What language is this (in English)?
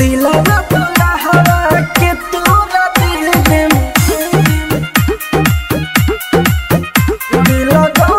Bhojpuri